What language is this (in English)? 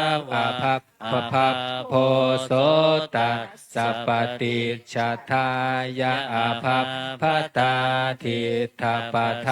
Pali